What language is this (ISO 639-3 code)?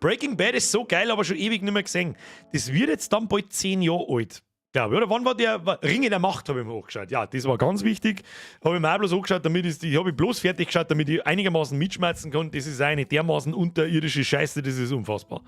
bar